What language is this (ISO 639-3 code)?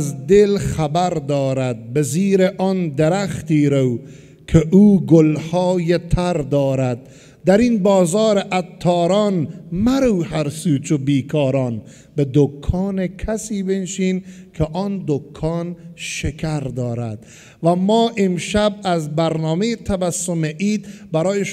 fas